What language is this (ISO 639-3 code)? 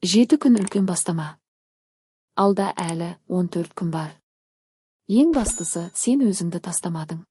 kaz